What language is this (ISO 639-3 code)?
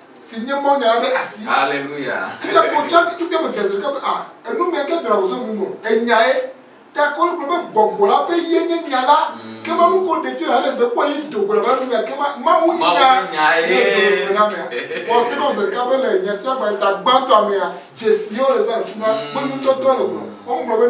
ewe